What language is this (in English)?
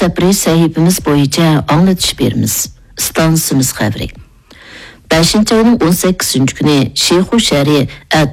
Uyghur